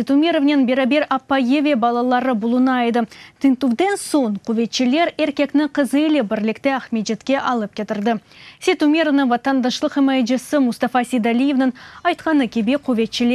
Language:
Crimean Tatar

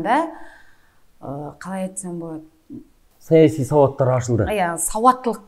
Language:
Kazakh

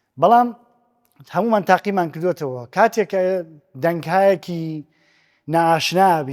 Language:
Central Kurdish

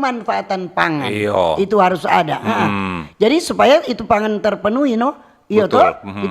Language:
Manado Malay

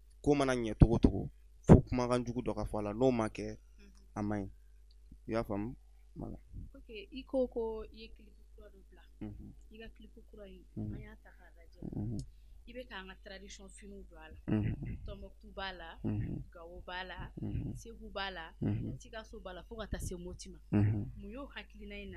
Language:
Bambara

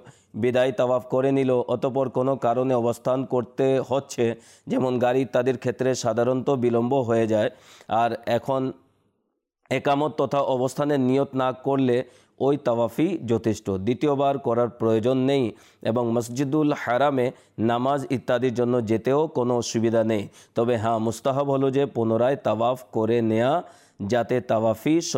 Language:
Bangla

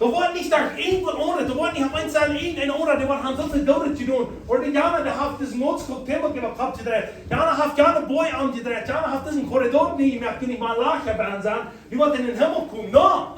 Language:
Plautdietsch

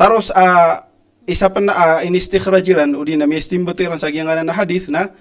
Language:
Maranao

